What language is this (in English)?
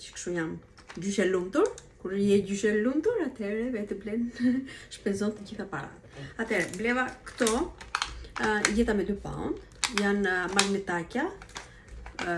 Albanian